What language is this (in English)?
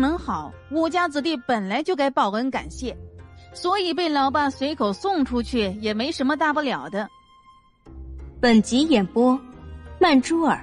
Chinese